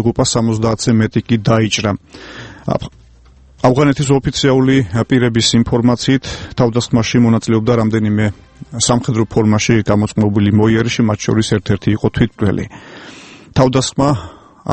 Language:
Georgian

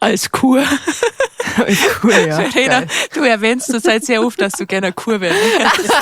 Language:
Bavarian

